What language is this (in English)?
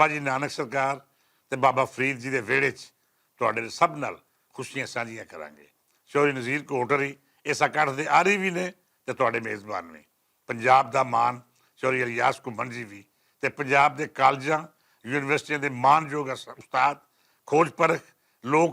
Western Panjabi